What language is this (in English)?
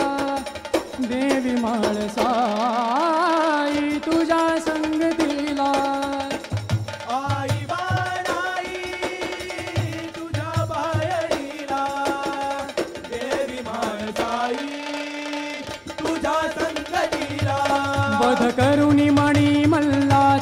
Marathi